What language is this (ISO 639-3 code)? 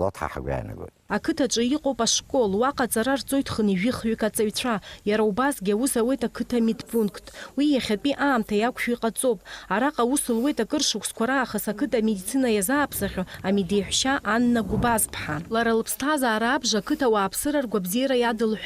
abk